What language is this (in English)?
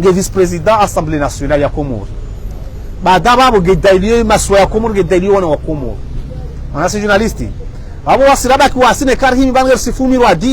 Ngazidja Comorian